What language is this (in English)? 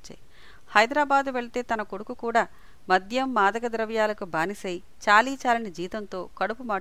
Telugu